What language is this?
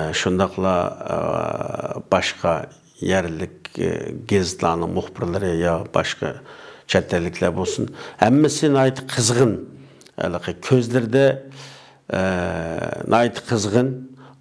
Uyghur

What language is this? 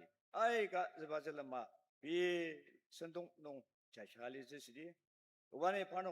Ao Naga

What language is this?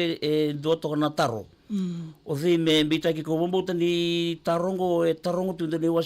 Fijian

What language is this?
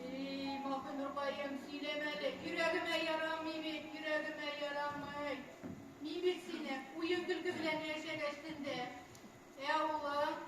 Tatar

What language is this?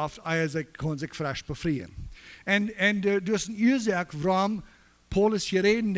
Plautdietsch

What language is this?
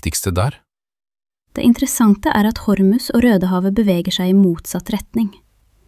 Norwegian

